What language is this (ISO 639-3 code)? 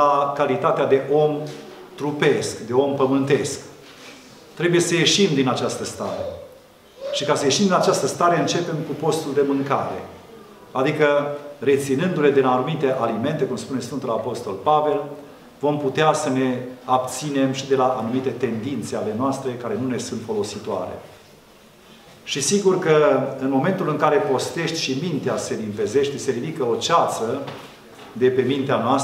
ron